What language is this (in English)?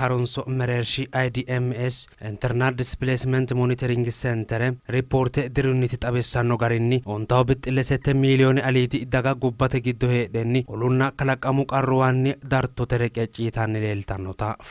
Sidamo